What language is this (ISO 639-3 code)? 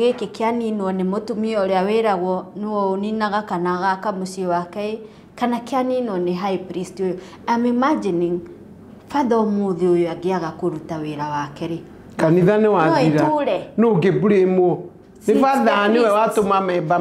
kik